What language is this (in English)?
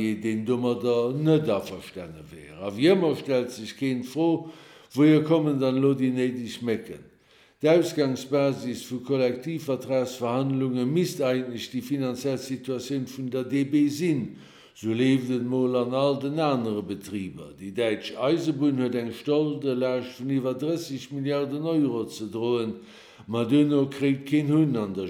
Luxembourgish